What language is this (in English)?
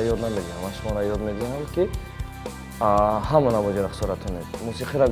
Tajik